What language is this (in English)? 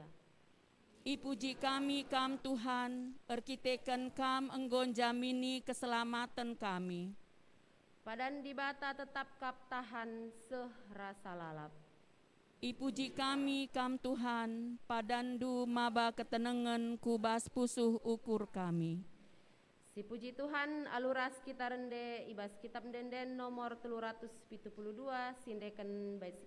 Batak Karo